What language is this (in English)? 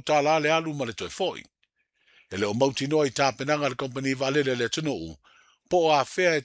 Samoan